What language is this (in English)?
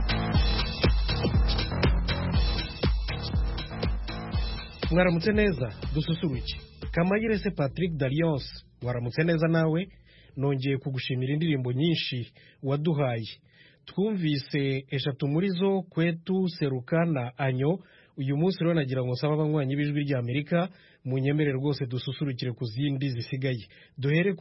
Kinyarwanda